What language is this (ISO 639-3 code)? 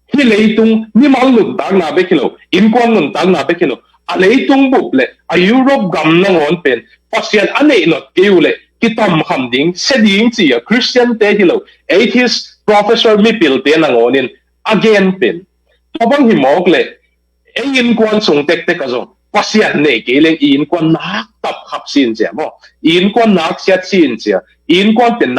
ctd